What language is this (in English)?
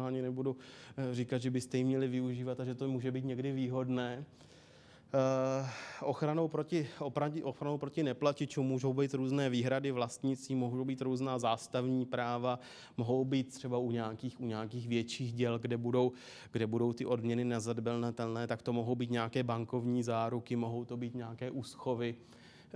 Czech